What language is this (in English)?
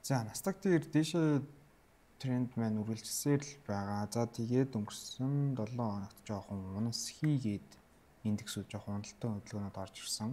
Mongolian